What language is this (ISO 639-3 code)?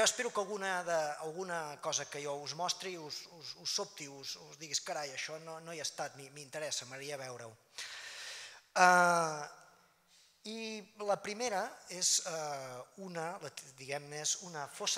cat